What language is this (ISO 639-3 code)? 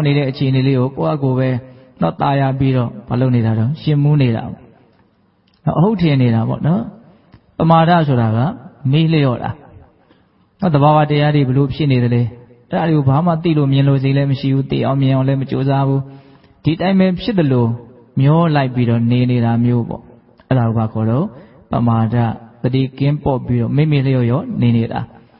mya